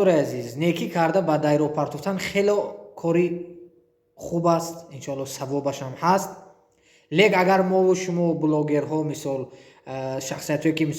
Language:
Tajik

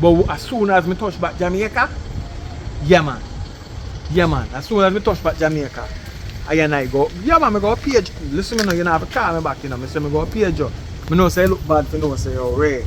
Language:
Jamaican Creole English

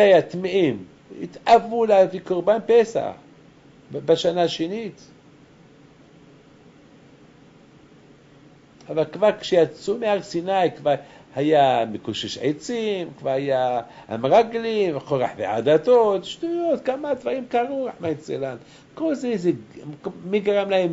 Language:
Hebrew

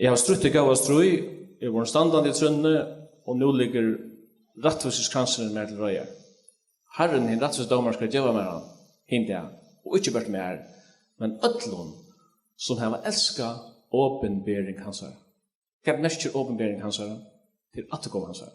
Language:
Faroese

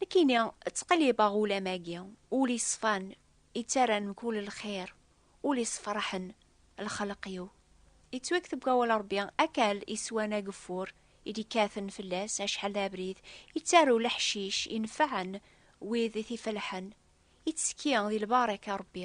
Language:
Kabyle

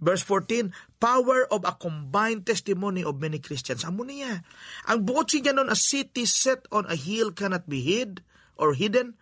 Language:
Hiligaynon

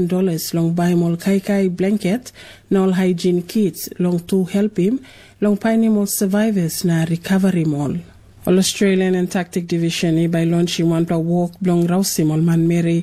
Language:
Tok Pisin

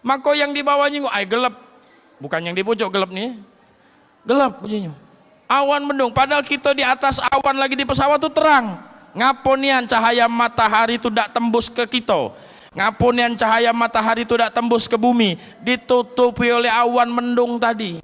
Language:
Musi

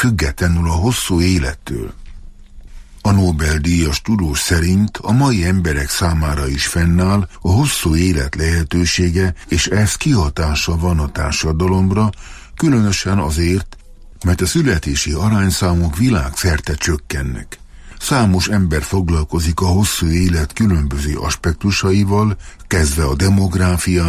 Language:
Hungarian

